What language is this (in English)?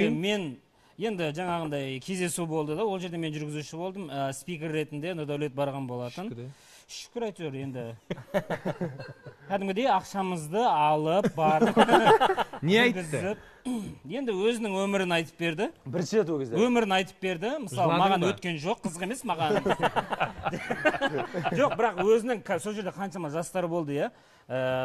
Kazakh